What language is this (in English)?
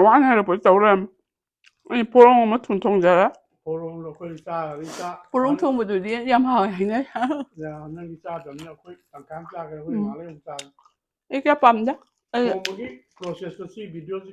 Manipuri